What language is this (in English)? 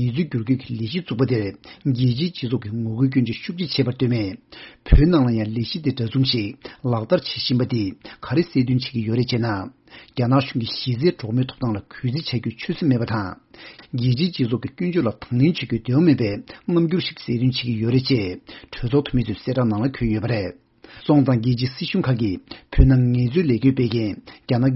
Tibetan